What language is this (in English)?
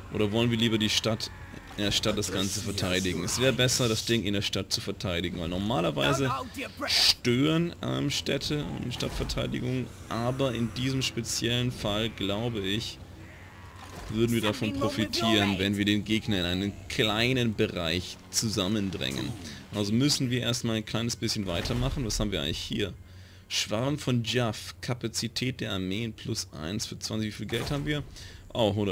German